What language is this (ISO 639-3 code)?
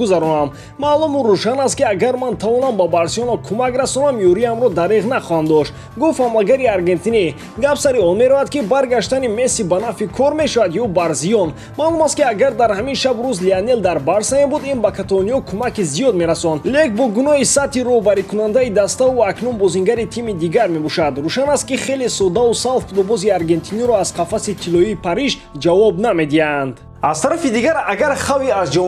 tgk